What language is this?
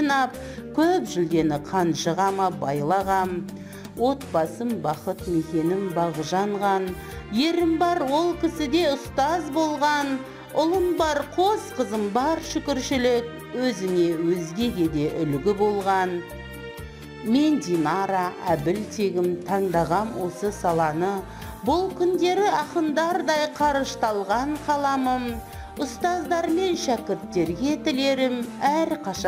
Kazakh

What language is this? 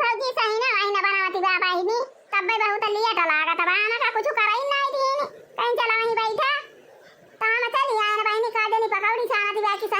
Awadhi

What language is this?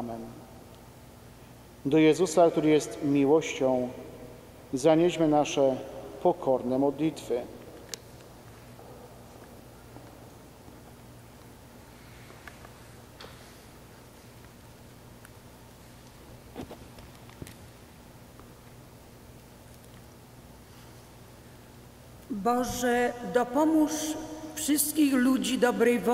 Polish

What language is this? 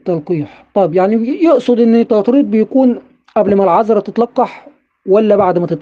Egyptian Arabic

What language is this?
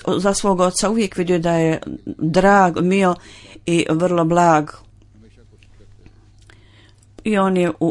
Bosnian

